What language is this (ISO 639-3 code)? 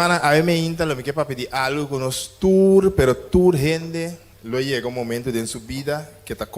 pap